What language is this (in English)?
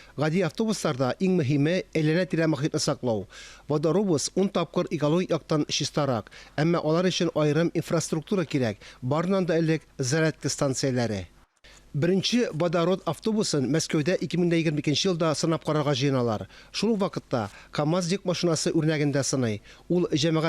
Tatar